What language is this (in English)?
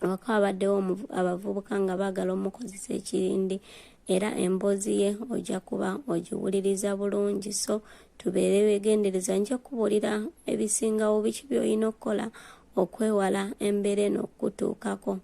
Ganda